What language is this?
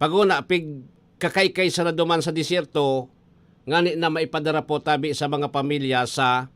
Bikol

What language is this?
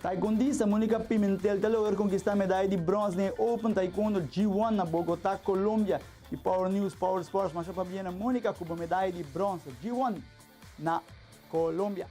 Papiamento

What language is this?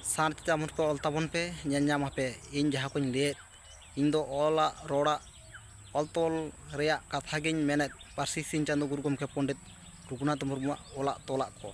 Santali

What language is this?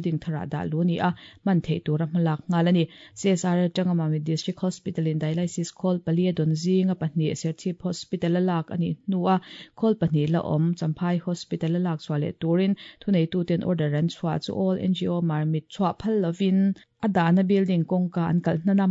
Mizo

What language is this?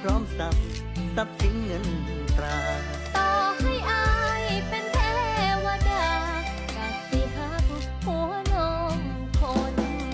Northeastern Thai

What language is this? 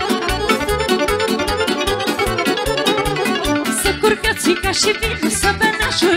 Romanian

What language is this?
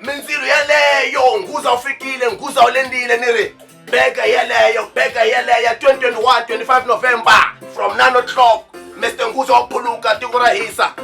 Tsonga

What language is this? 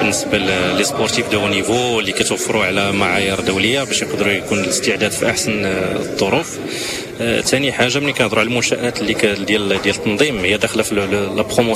Moroccan Arabic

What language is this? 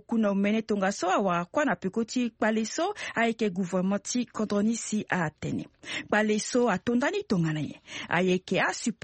Sango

